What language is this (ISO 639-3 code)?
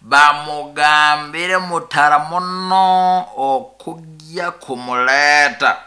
nyo